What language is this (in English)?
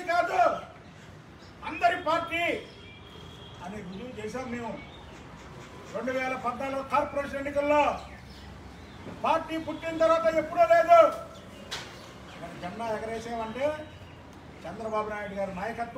Telugu